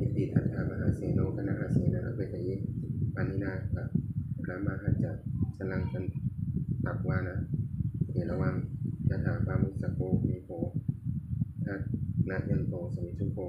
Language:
Pali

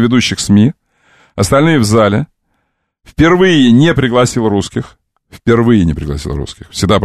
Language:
Russian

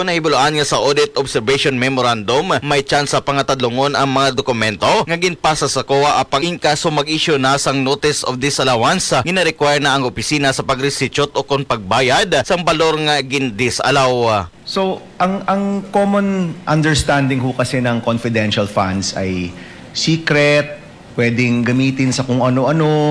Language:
Hiligaynon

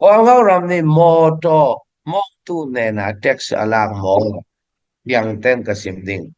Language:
Falam Chin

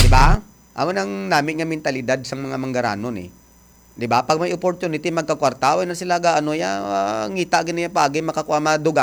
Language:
Hiligaynon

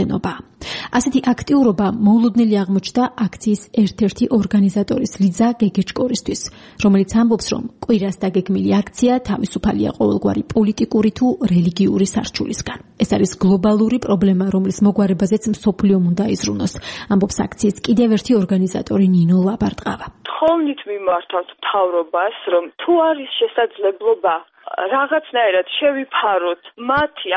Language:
Georgian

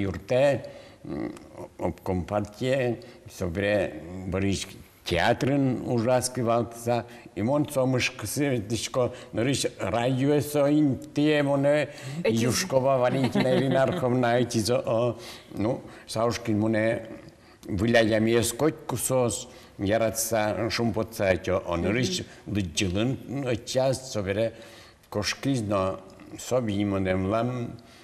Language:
Udmurt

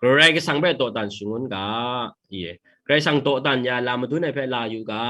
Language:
Kachin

